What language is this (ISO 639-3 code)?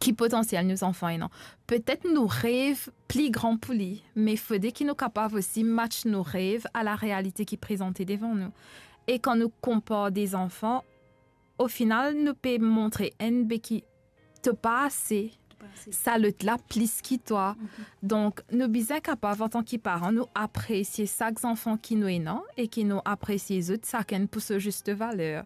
mfe